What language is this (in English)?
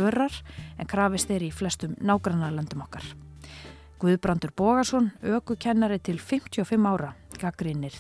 Icelandic